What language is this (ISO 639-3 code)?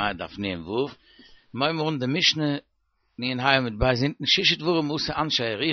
yid